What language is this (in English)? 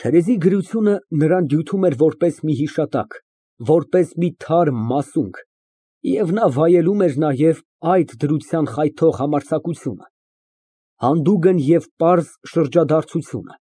Armenian